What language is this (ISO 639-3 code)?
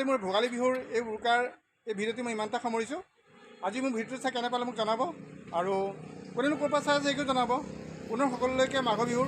asm